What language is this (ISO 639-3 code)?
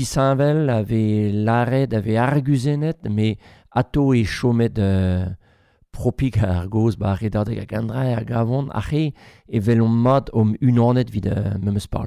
bre